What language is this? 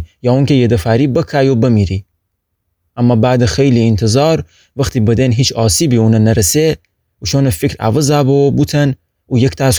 Gilaki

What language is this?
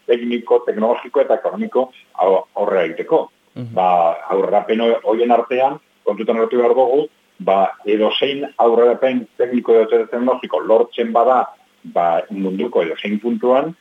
Basque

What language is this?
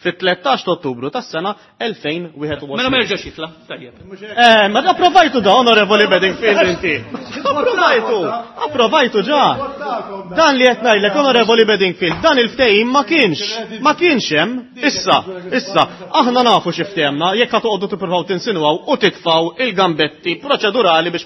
Maltese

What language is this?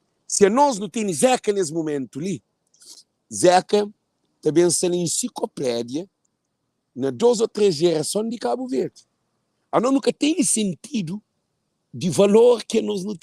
Kabuverdianu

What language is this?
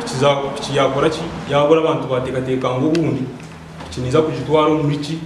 Nyankole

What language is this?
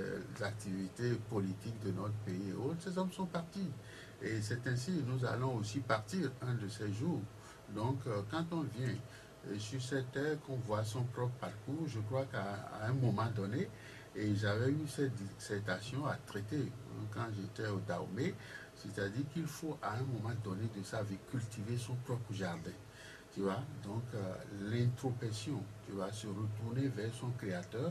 French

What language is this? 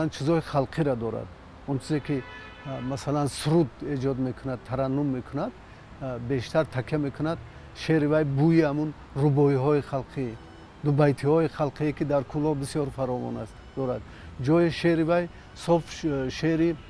Tajik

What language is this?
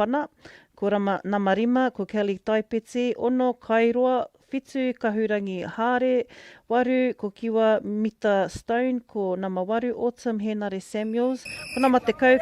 Māori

